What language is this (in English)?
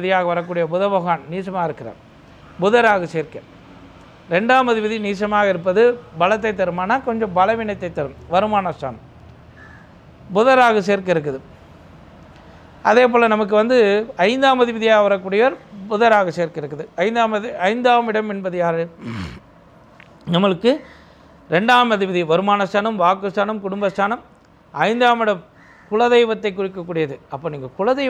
Tamil